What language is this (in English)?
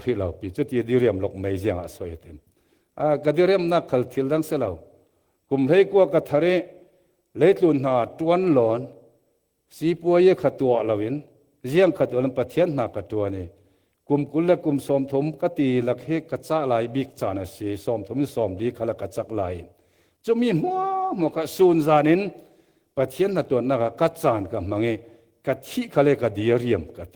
Falam Chin